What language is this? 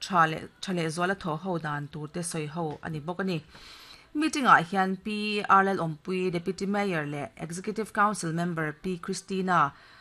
Mizo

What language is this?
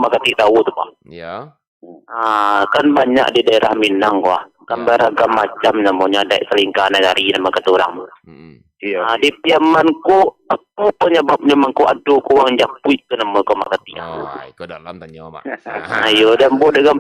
Minangkabau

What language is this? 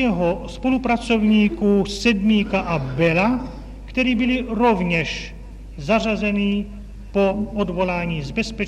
Czech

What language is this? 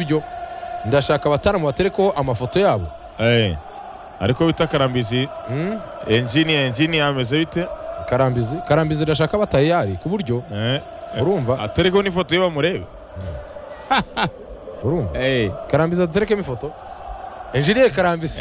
Kinyarwanda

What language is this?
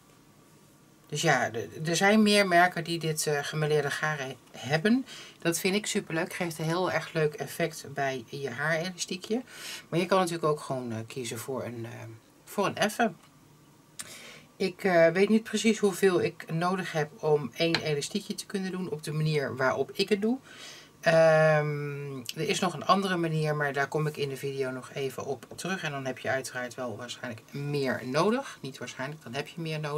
Dutch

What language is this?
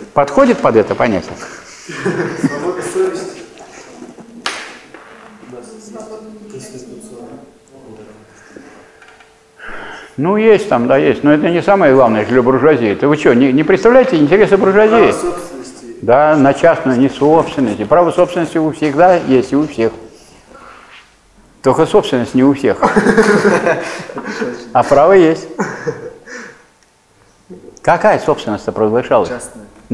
Russian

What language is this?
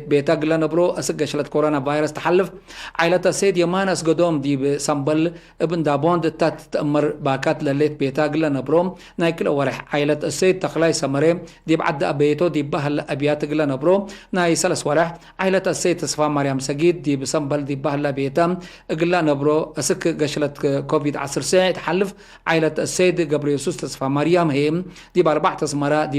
Tigre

